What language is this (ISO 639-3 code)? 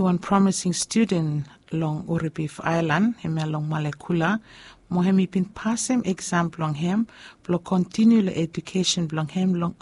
bis